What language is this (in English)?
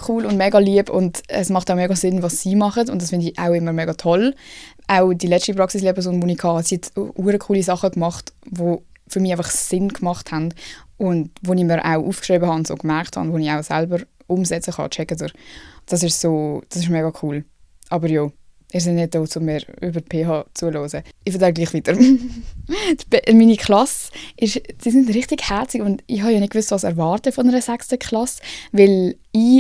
Swiss German